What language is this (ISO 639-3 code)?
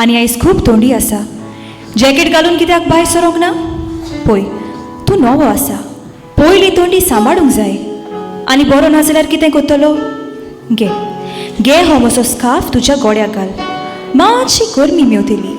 kok